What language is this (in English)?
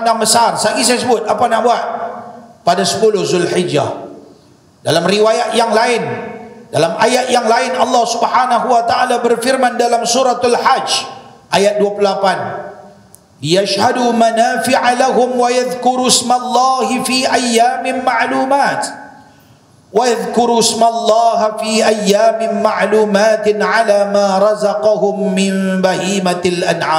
Malay